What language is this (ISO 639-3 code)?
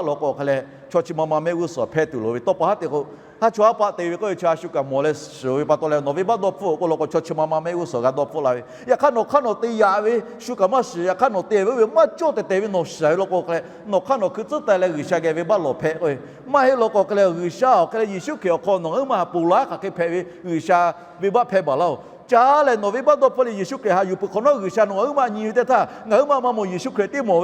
lhu